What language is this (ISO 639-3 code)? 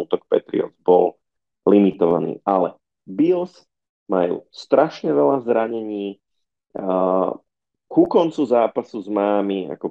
slk